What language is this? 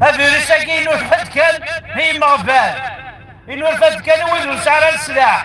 Kabyle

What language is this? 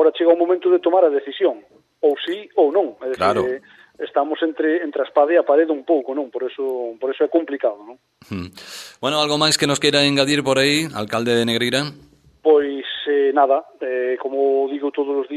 Galician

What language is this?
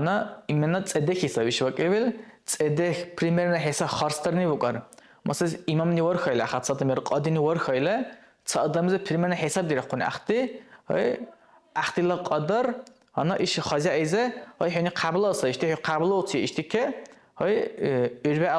Dargwa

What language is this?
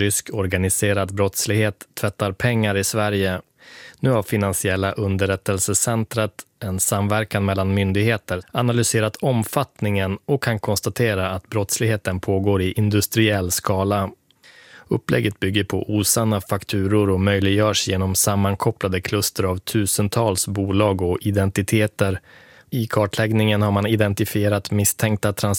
Swedish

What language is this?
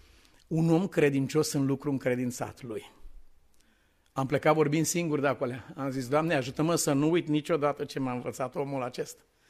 Romanian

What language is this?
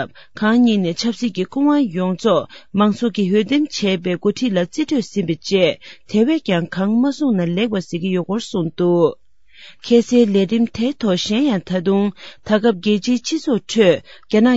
Tibetan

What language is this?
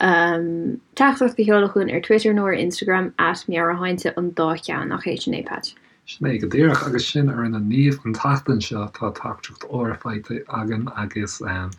Irish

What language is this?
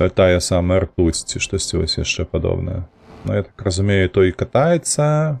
Belarusian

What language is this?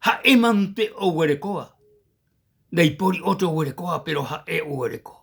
Guarani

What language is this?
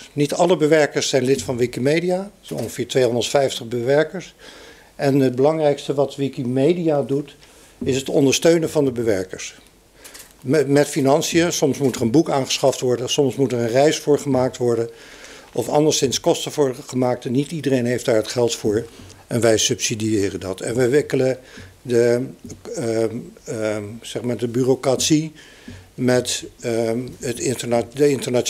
Dutch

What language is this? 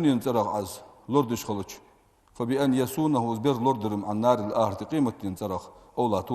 Ingush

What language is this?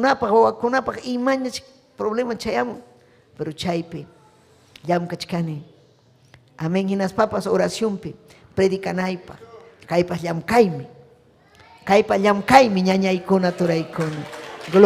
Ayacucho Quechua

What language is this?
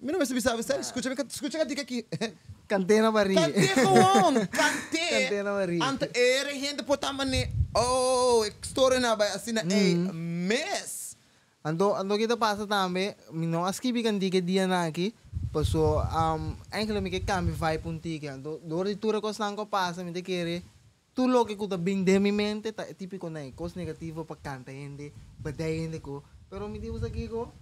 Papiamento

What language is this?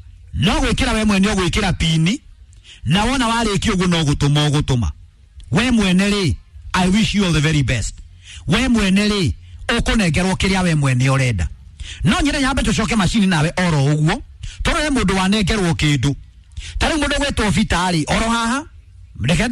Kikuyu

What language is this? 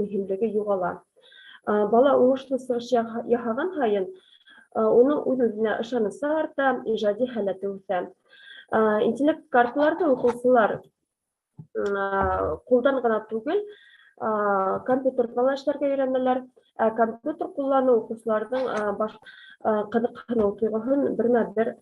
Bashkir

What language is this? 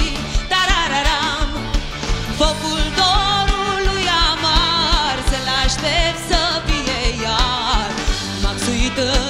Romanian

